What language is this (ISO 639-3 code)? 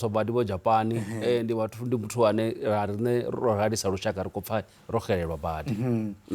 ven